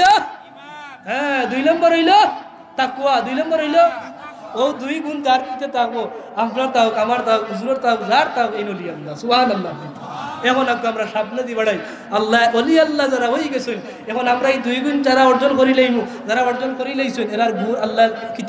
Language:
Sylheti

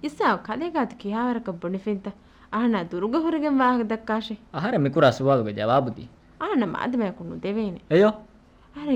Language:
Divehi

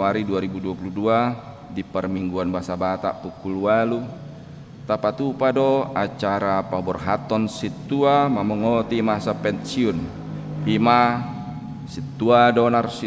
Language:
Batak Toba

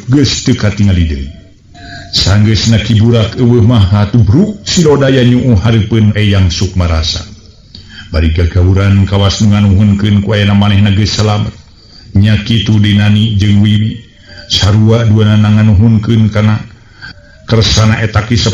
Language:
Sundanese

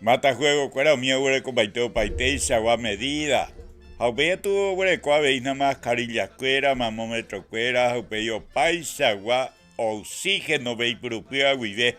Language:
Guarani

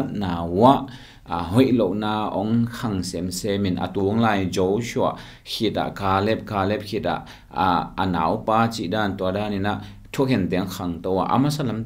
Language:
Tedim Chin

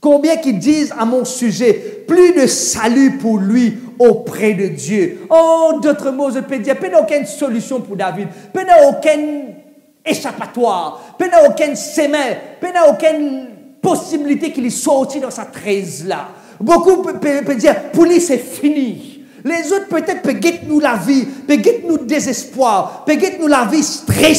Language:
Morisyen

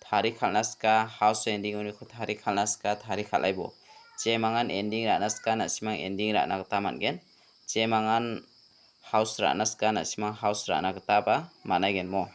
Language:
Garo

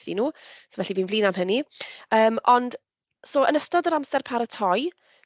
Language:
Welsh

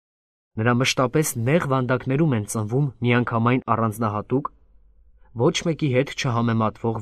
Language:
Armenian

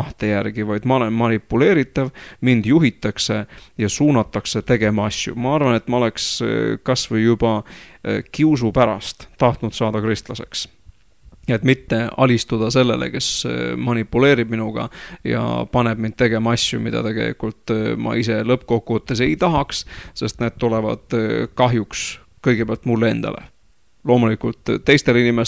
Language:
Estonian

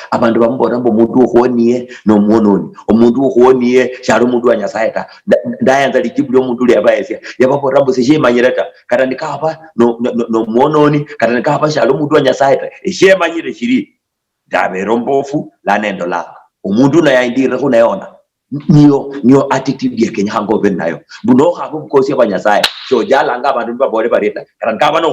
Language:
Luyia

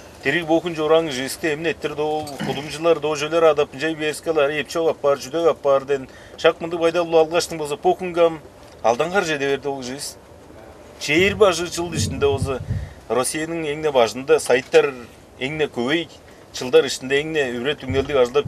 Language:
Tuvinian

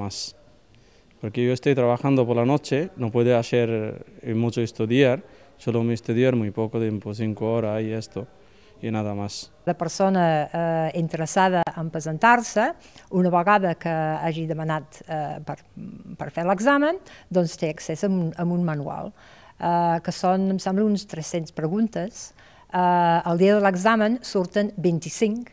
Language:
Catalan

